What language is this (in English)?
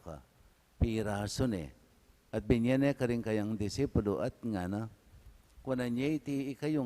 Pampanga